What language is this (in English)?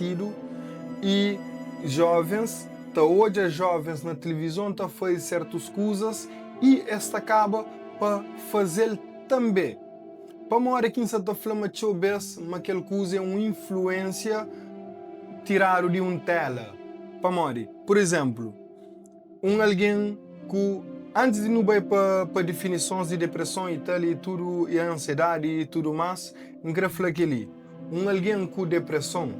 Kabuverdianu